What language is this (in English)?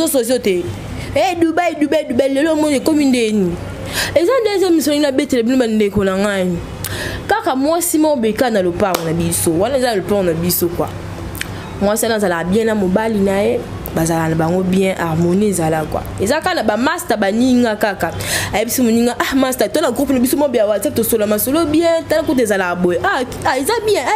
Lingala